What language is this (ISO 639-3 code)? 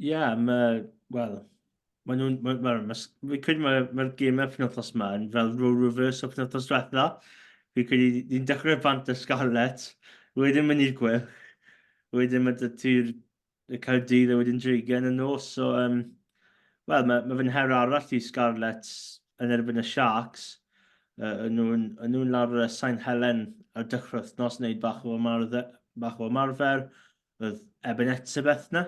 cym